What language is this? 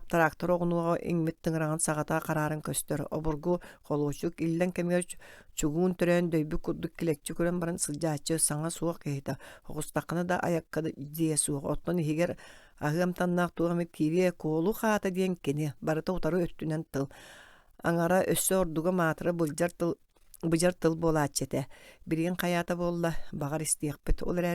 Yakut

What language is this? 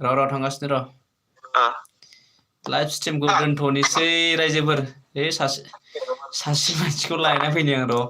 Bodo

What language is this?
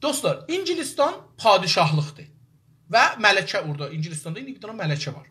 South Azerbaijani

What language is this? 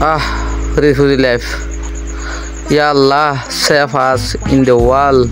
Rohingya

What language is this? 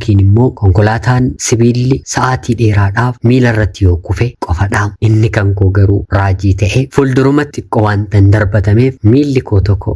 Oromo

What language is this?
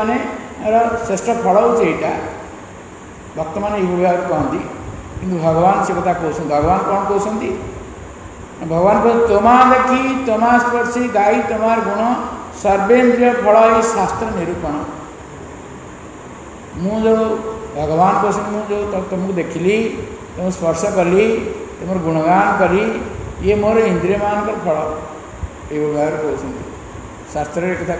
Odia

